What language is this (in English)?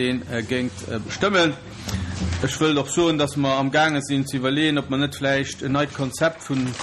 Luxembourgish